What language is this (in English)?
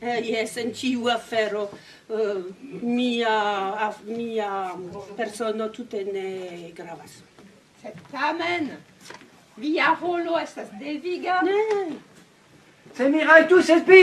Esperanto